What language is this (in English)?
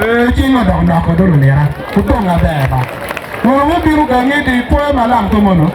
Acoli